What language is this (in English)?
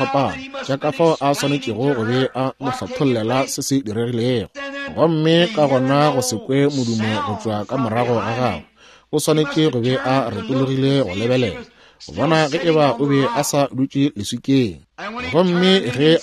Northern Sotho